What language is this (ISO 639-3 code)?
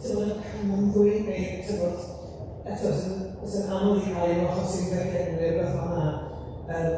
cym